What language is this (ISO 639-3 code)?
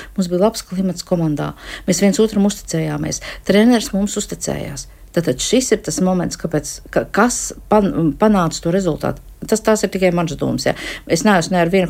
lav